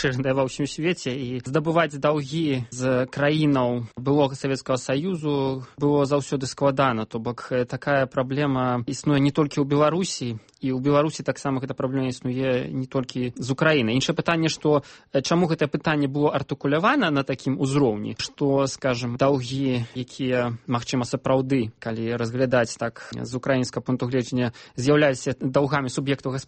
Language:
Belarusian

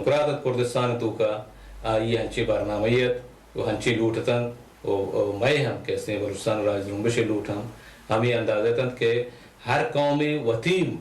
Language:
Baluchi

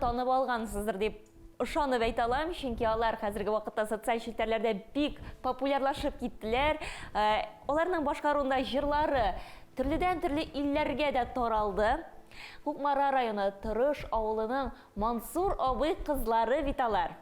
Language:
Tatar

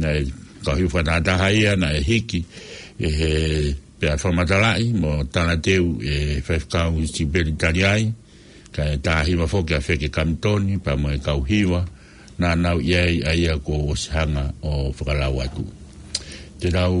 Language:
Tongan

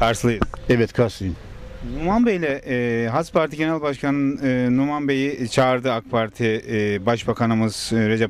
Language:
Turkish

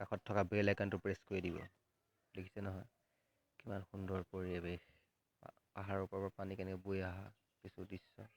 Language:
Assamese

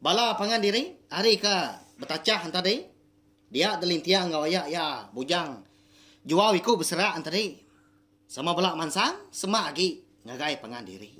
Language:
Iban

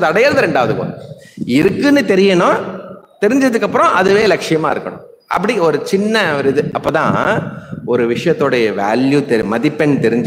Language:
Tamil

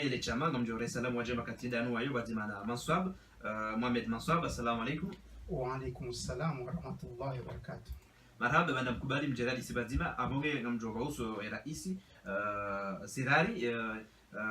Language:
Ngazidja Comorian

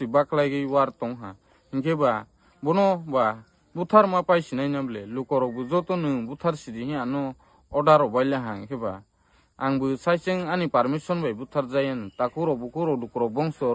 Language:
Kok Borok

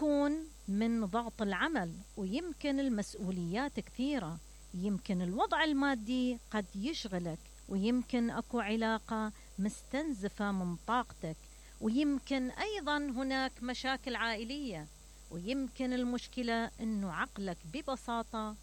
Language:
Mesopotamian Arabic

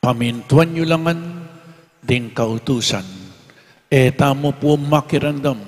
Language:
Pampanga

